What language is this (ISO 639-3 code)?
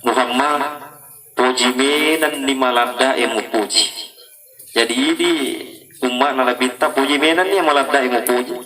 bug